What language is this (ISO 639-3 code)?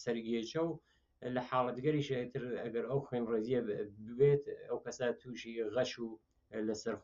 ckb